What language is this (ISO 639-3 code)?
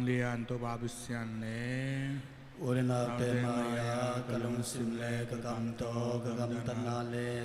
ctd